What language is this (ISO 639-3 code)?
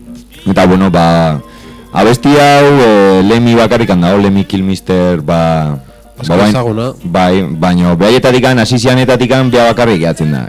eus